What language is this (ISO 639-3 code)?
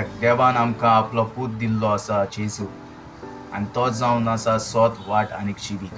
kok